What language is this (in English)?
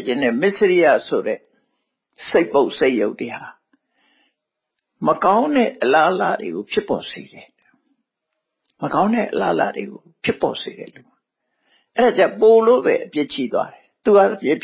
Burmese